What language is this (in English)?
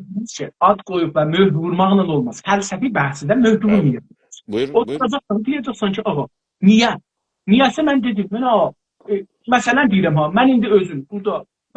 South Azerbaijani